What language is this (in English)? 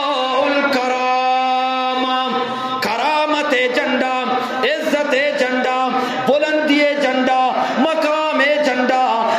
Eastern Balochi